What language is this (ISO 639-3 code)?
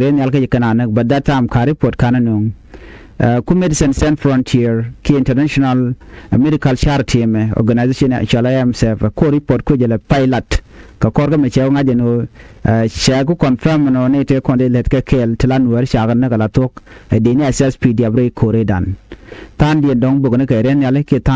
nus